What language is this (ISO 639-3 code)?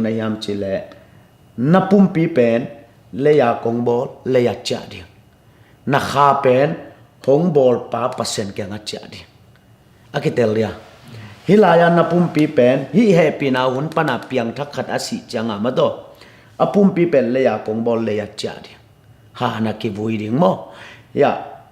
ctd